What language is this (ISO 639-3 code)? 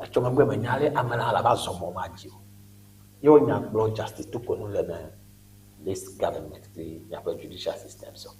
ewe